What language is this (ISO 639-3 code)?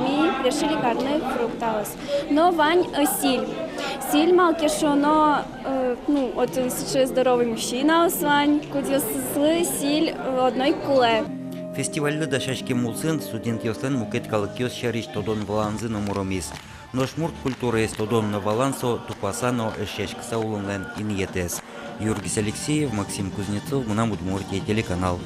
udm